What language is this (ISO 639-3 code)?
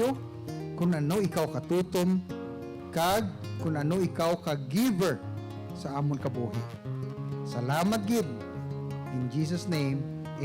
hil